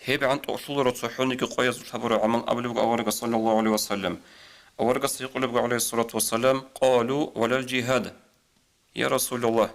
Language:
Avaric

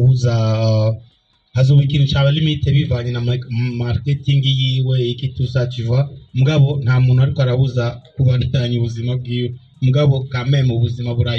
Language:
Rundi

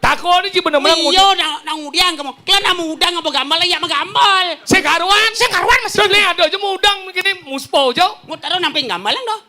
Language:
Balinese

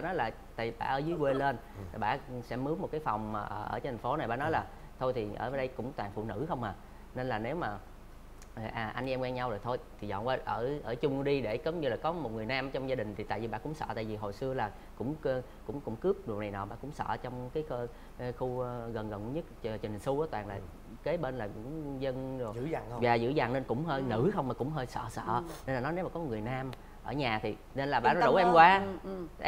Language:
Vietnamese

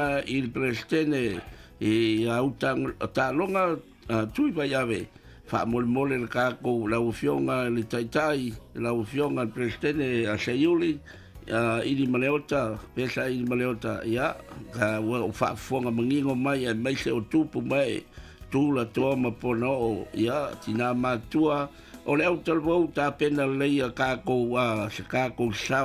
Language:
Samoan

